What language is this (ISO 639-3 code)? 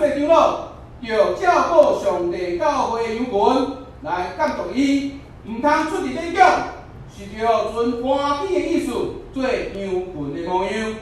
nan